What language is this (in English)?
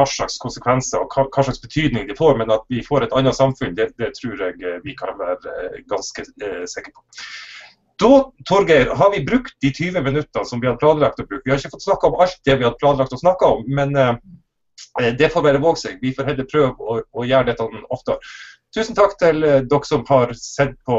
Norwegian